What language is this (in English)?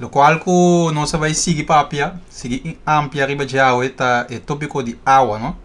Papiamento